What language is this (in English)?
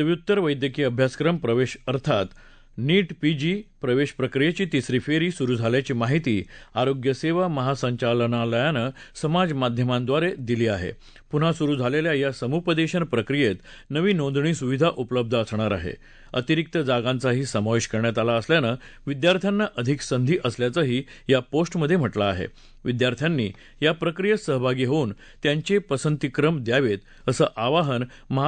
Marathi